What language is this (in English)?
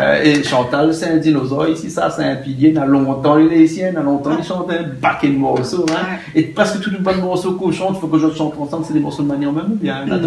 Réunion Creole French